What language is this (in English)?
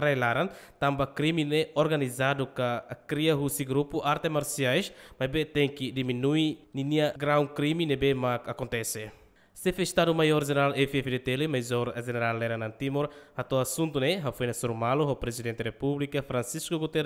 Tetum